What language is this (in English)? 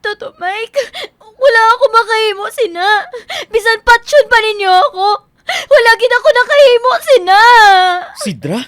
Hiligaynon